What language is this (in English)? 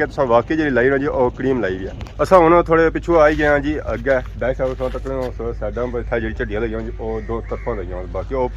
Pahari-Potwari